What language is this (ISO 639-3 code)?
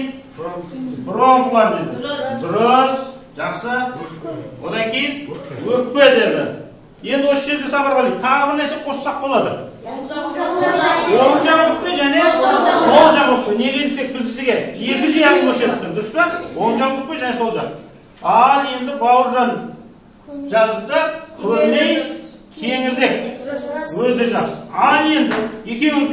kaz